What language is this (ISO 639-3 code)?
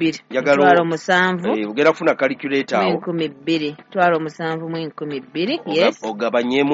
lug